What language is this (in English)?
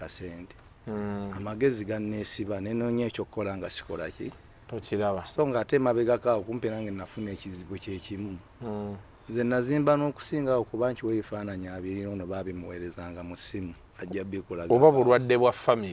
Ganda